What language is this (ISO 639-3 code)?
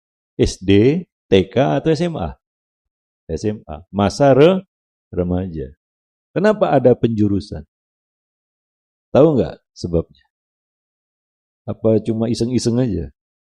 ind